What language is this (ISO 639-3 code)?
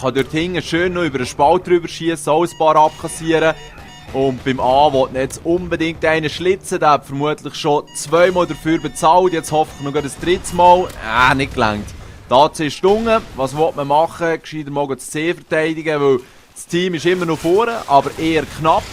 gsw